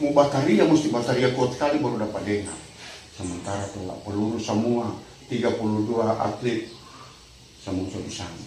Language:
Manado Malay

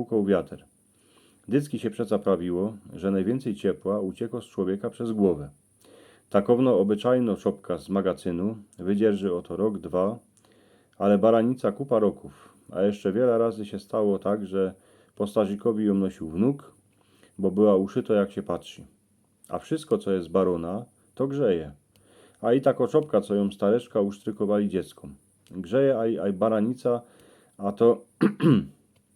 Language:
Silesian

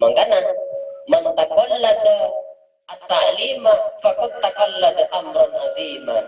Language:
Madurese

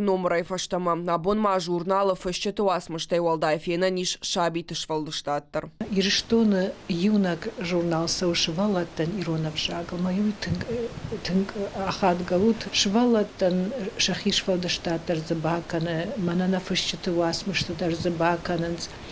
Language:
Ossetic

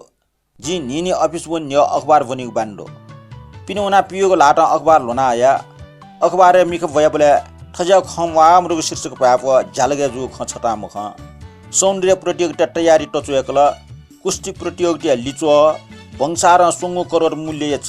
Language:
Newari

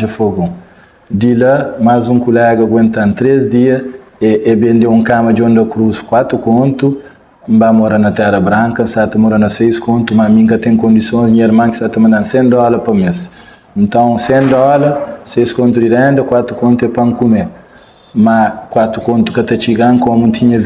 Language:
Kabuverdianu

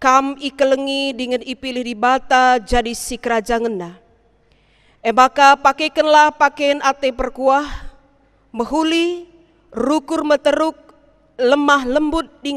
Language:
Batak Karo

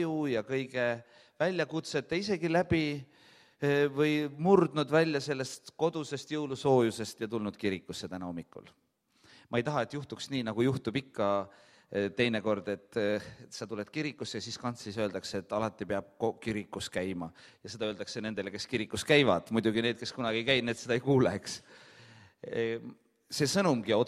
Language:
Estonian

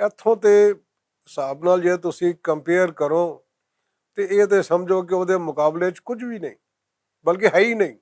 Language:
Western Panjabi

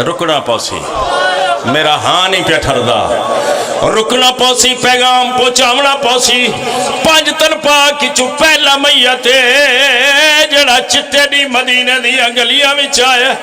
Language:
Pahari-Potwari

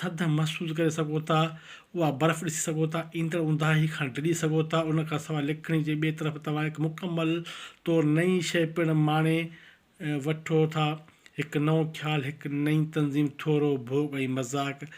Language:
Sindhi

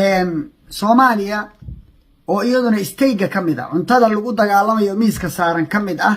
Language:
Somali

